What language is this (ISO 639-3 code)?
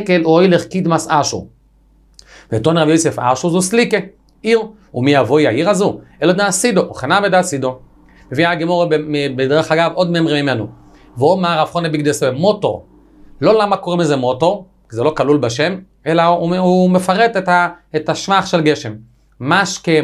heb